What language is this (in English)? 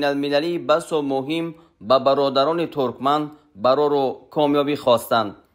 Tajik